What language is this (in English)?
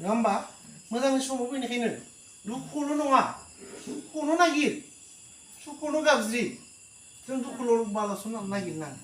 Bodo